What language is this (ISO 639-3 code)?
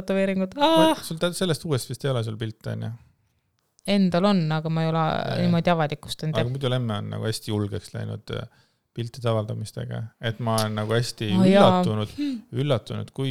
est